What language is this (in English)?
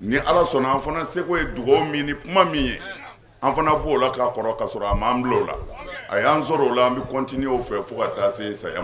Bambara